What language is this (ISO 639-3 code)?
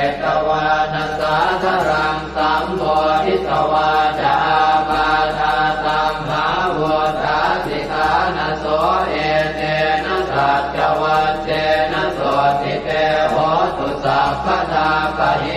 pli